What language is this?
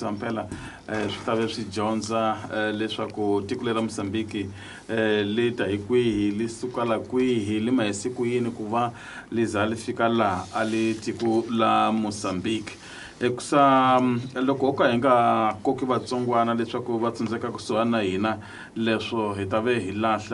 Tsonga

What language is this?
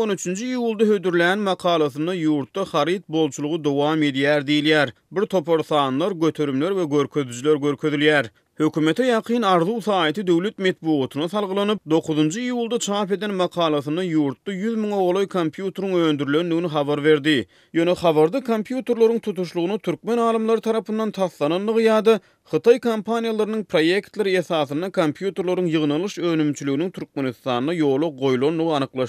Turkmen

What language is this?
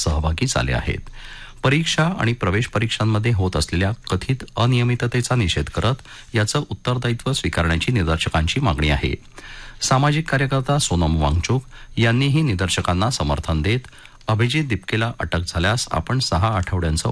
Marathi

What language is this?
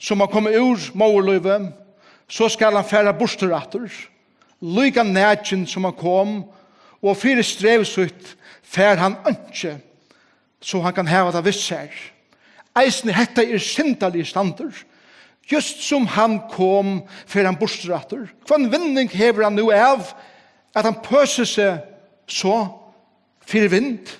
Faroese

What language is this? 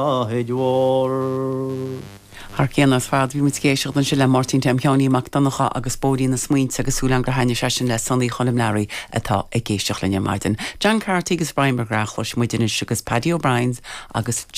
Irish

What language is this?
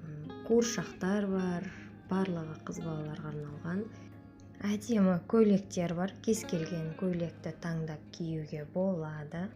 Kazakh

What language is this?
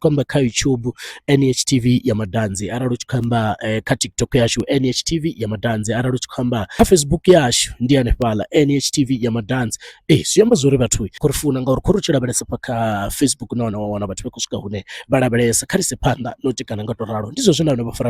Venda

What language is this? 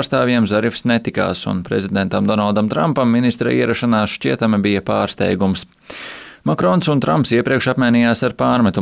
Latvian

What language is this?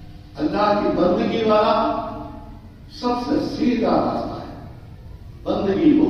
Urdu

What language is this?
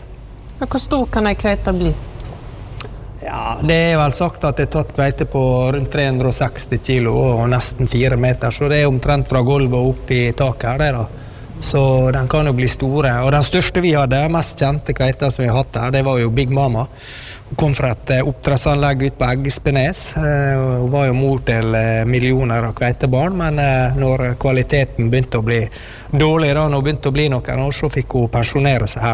Norwegian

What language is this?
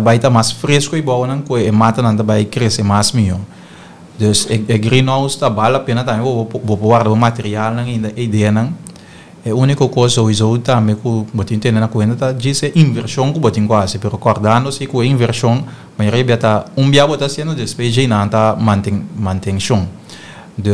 Papiamento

